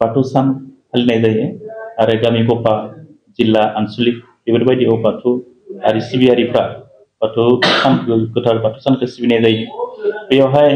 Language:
Bodo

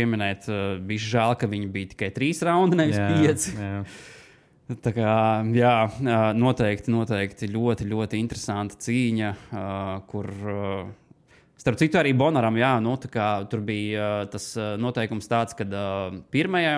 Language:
Latvian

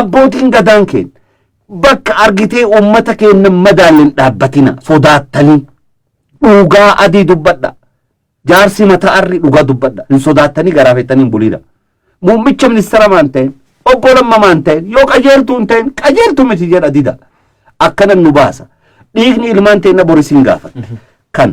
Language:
Oromo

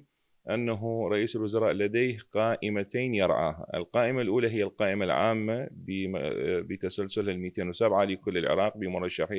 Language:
Mesopotamian Arabic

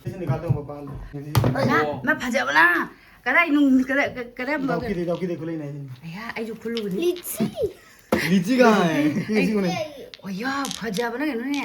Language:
Manipuri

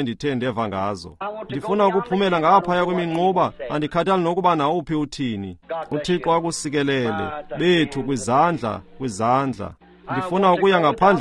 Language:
Xhosa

